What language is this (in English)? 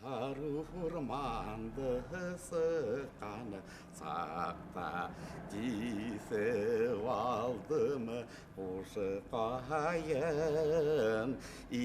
Bashkir